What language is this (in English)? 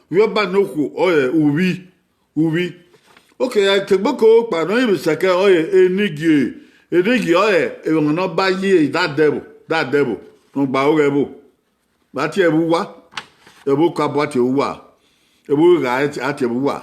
Bini